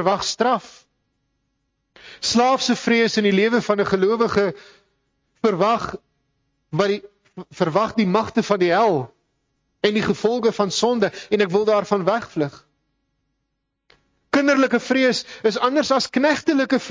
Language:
Afrikaans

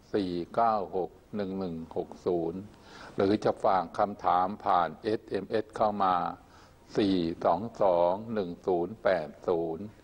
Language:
Thai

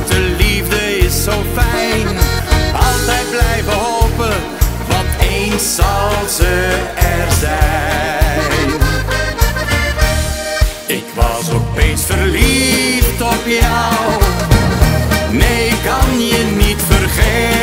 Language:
Dutch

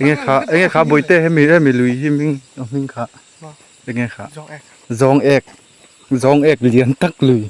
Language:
Mizo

